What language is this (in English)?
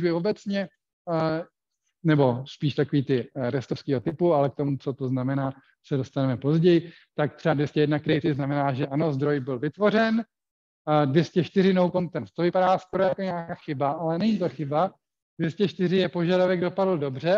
Czech